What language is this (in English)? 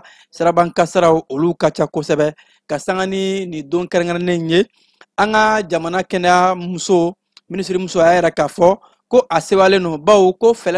Bambara